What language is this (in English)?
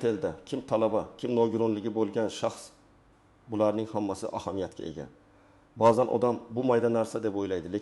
Uzbek